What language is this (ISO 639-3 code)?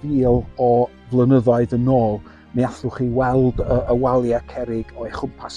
cym